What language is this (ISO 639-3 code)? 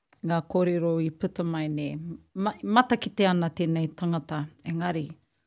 mri